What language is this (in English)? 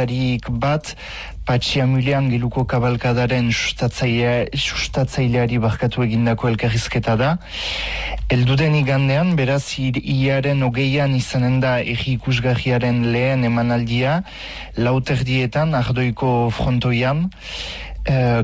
Basque